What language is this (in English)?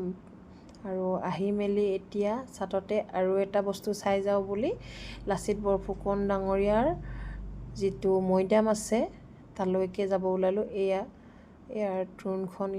Assamese